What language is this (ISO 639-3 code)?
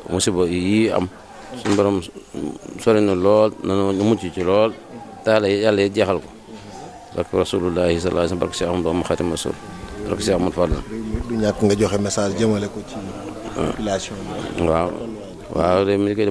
wol